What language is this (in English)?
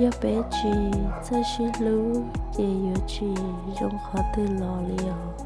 Hmong